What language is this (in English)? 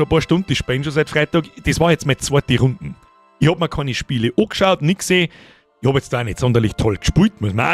Bavarian